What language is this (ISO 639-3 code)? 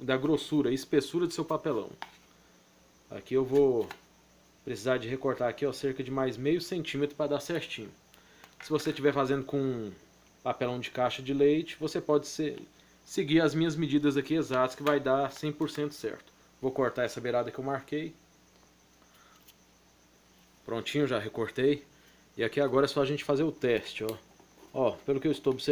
por